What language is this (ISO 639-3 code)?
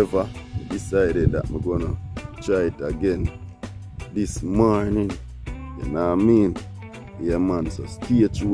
jam